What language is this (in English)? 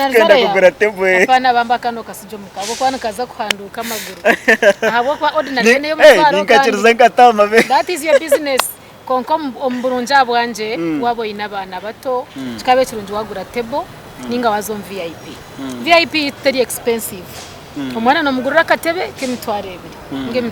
Nyankole